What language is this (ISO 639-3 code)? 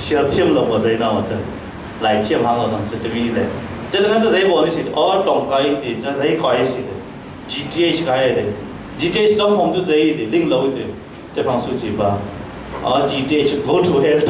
cfm